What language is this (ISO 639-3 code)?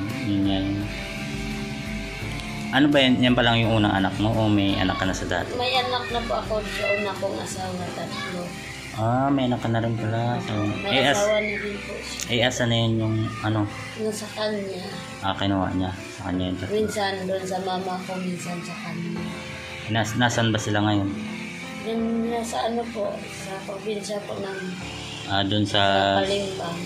fil